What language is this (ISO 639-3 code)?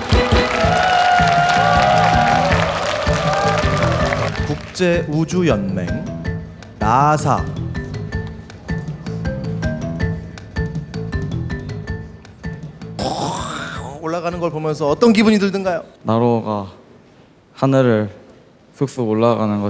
kor